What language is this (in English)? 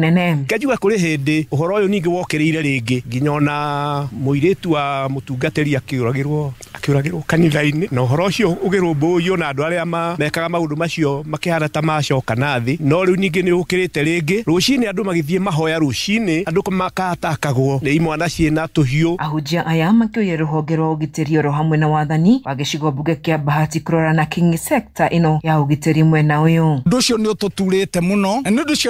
Kikuyu